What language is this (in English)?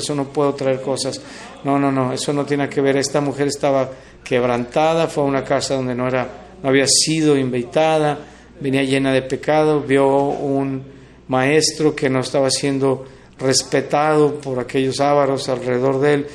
Spanish